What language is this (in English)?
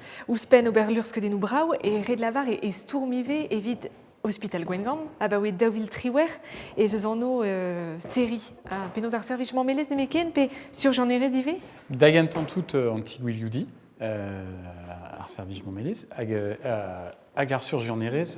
Breton